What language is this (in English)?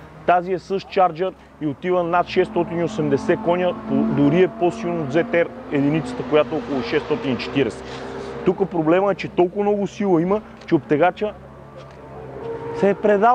Bulgarian